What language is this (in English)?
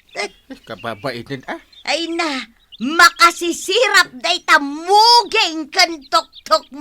Iloko